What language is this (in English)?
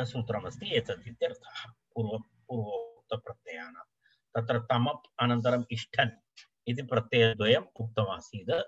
Sanskrit